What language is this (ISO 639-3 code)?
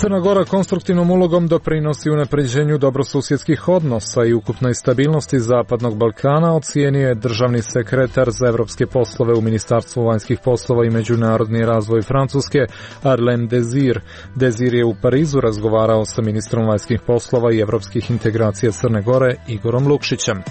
hrv